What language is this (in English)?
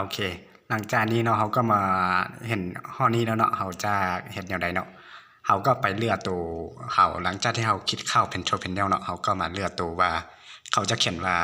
Lao